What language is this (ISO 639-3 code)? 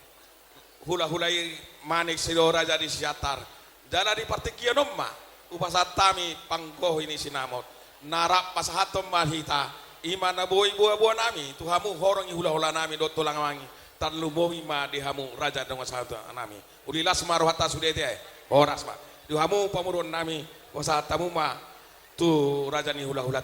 bbc